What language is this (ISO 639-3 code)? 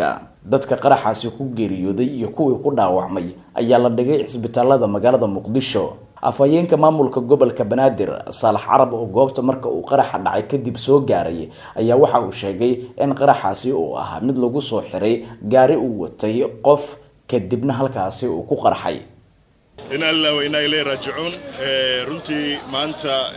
som